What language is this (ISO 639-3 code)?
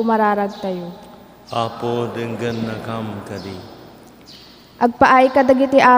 ilo